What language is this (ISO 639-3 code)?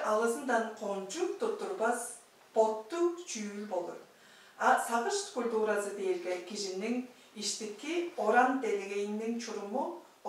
tyv